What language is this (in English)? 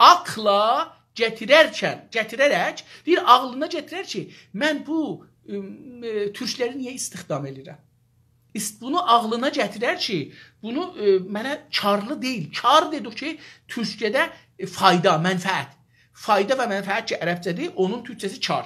South Azerbaijani